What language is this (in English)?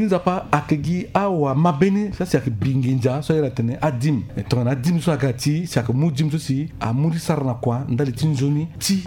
Sango